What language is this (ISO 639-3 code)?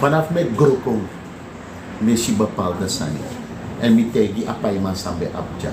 srn